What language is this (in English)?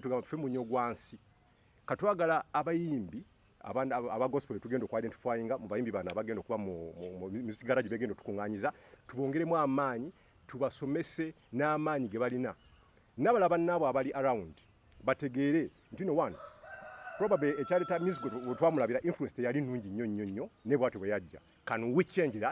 Ganda